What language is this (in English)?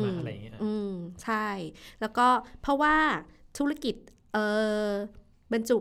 Thai